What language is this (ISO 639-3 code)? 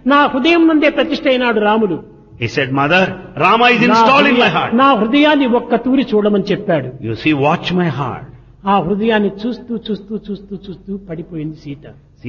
tel